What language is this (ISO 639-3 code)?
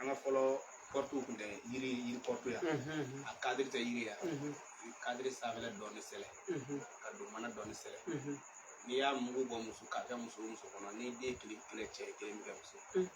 bam